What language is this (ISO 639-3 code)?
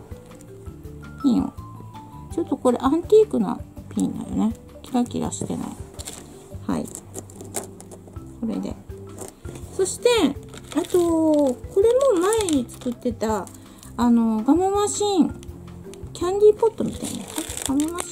jpn